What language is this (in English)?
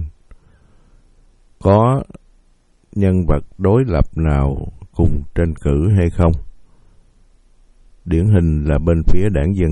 Vietnamese